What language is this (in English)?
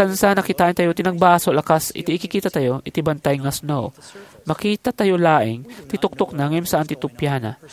Iloko